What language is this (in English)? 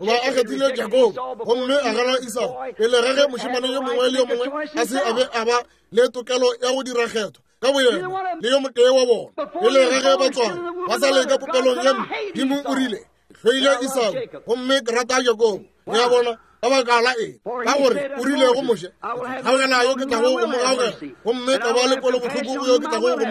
Northern Sotho